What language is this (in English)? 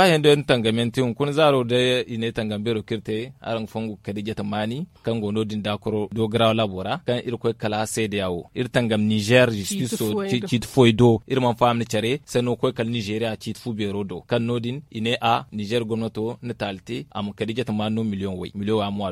Zarma